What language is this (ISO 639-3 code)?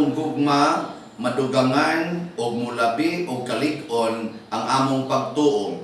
ceb